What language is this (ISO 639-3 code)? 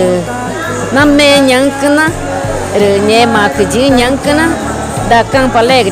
tca